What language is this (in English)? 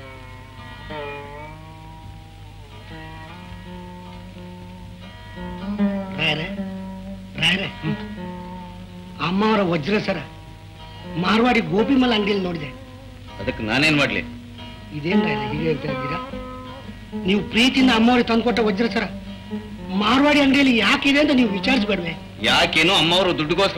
Kannada